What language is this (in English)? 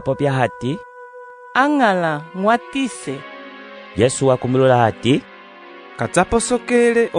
Umbundu